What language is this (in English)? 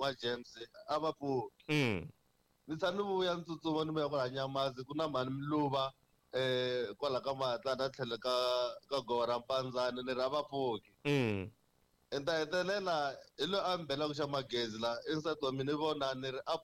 Tsonga